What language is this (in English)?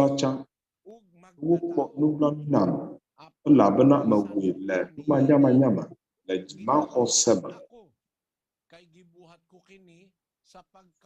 Ewe